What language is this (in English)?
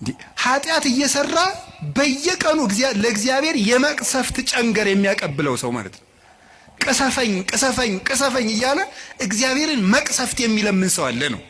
Amharic